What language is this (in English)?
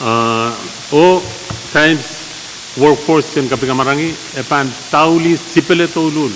Pohnpeian